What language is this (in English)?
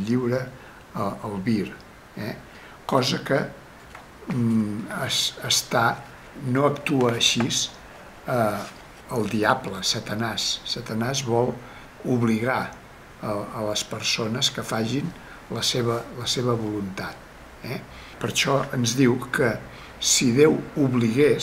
Catalan